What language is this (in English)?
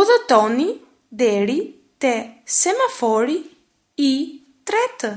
Albanian